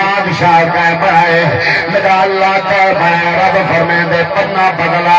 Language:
Saraiki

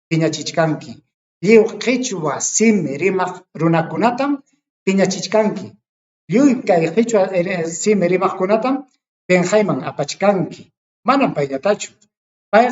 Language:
Ayacucho Quechua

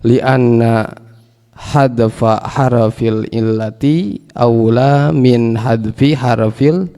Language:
Sundanese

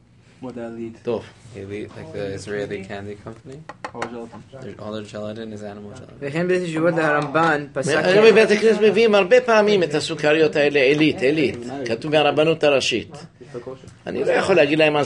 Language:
Hebrew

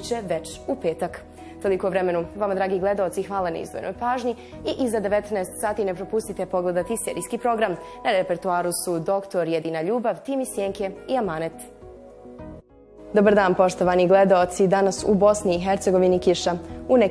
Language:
Bosnian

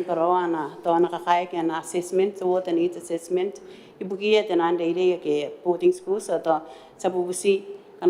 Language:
Gilbertese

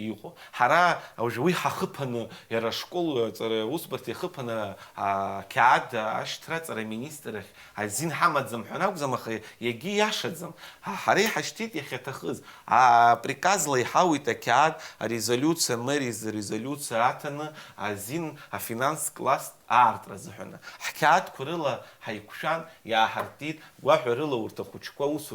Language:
Abkhazian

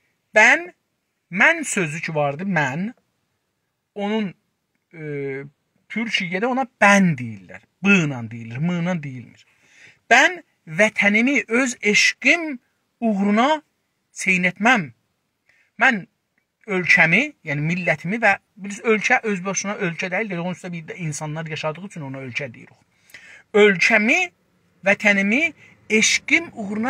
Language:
South Azerbaijani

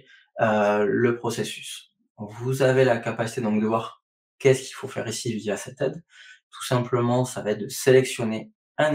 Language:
French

